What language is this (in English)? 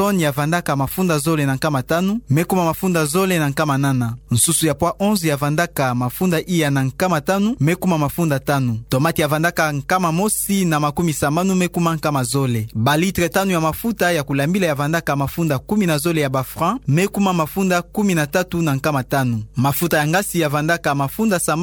Kituba (Democratic Republic of Congo)